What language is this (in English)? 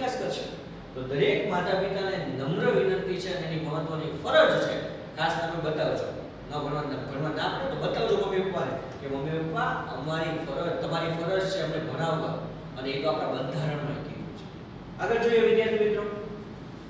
Gujarati